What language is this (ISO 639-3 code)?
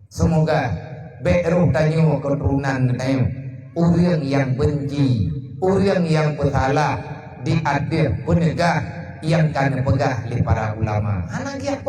ace